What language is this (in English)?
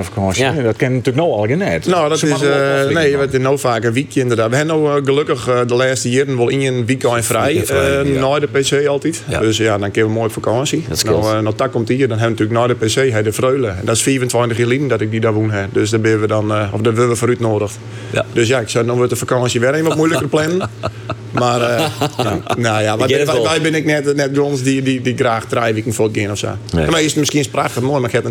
Western Frisian